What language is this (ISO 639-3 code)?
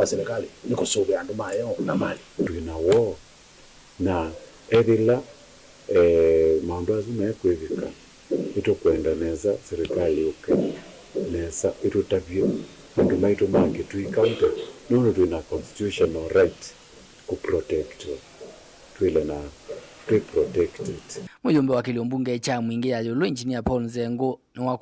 kam